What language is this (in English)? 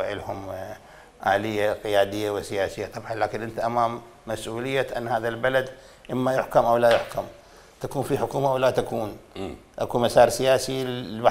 Mesopotamian Arabic